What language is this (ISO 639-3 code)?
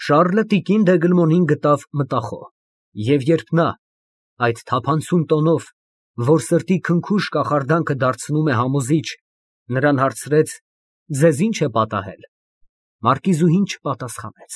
hye